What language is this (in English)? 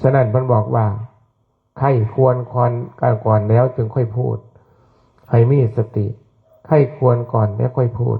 Northeastern Thai